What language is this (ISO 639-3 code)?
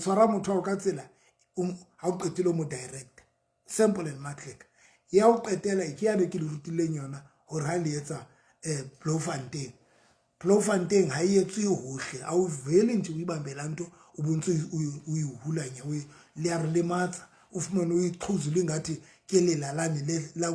sot